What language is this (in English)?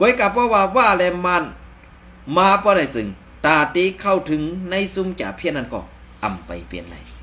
Shan